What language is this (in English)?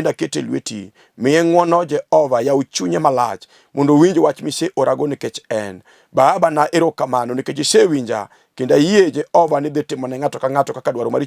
Luo (Kenya and Tanzania)